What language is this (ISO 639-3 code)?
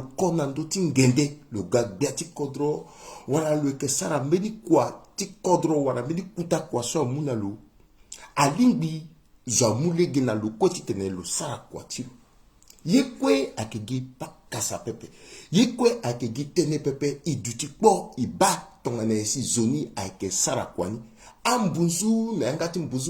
sag